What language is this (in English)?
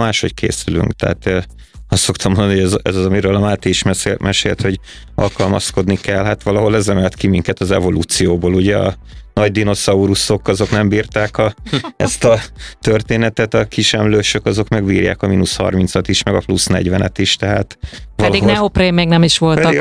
Hungarian